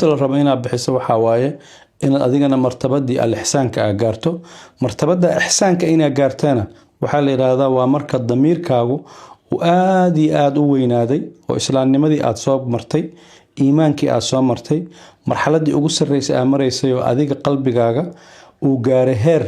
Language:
Somali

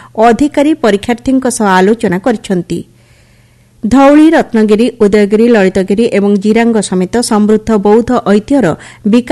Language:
Odia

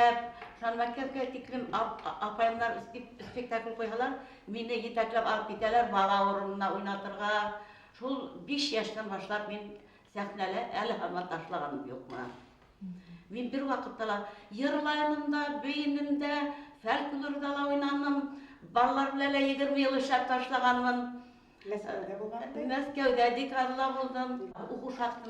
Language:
Bashkir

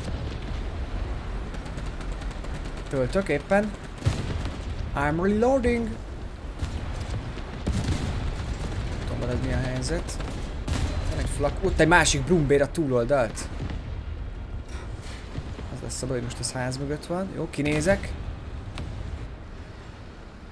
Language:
Hungarian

